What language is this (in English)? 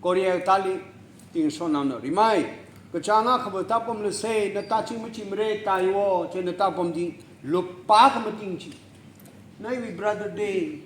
Tangkhul Naga (India)